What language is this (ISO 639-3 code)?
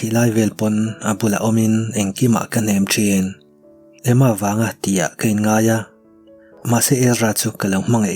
lus